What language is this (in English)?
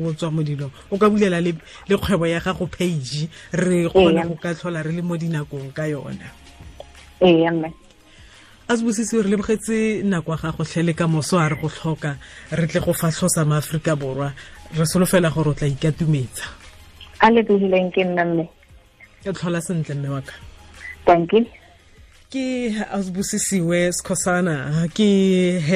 Tswana